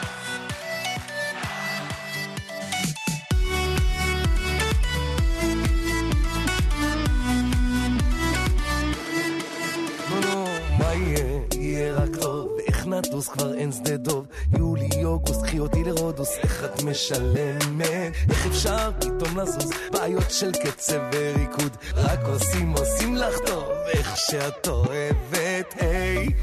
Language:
Hebrew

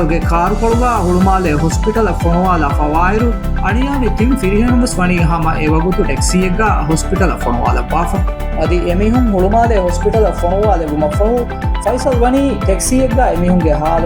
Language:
Divehi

